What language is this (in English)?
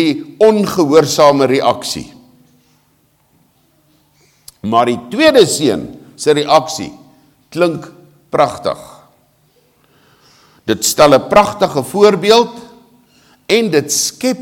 Afrikaans